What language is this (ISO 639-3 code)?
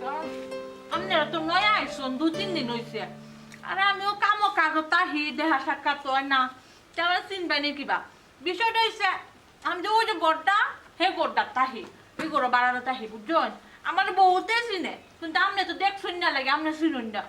syl